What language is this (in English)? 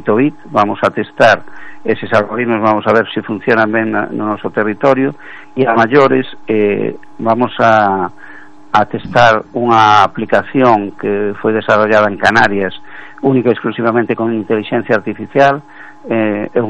Galician